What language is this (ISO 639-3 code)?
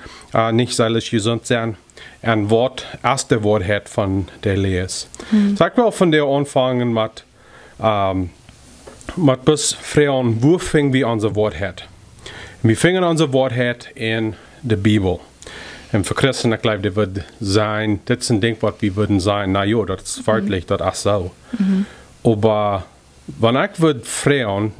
pdt